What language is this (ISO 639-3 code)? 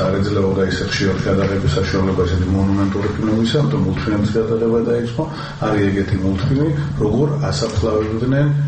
kat